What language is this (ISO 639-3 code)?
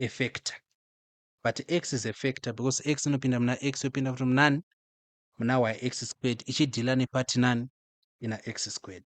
sna